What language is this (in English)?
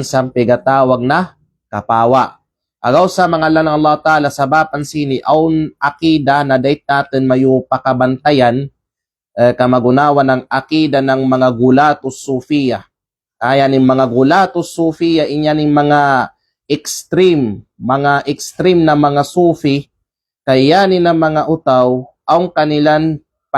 Kalagan